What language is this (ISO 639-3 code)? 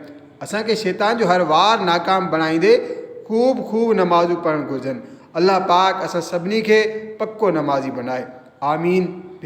snd